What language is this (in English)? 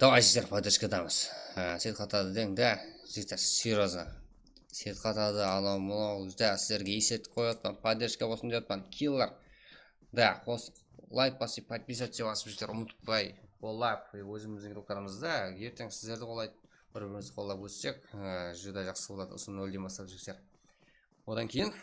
Kara-Kalpak